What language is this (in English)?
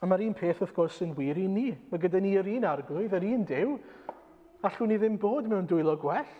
Welsh